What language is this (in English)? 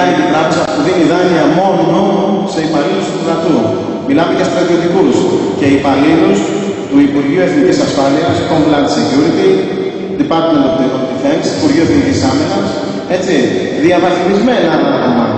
Greek